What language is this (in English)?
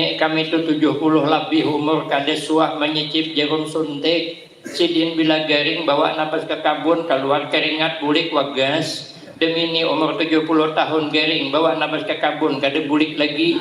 Banjar